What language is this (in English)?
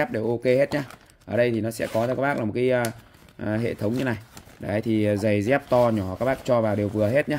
Vietnamese